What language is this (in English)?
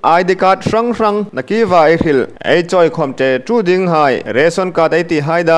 Hmar